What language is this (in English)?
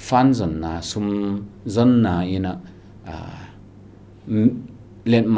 Tedim Chin